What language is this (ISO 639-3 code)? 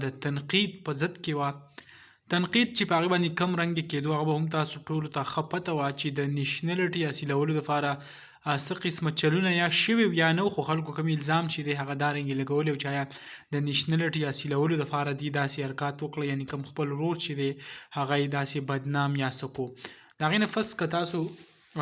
pus